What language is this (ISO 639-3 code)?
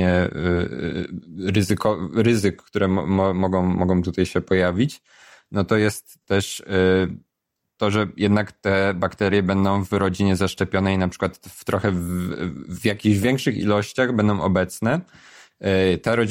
pol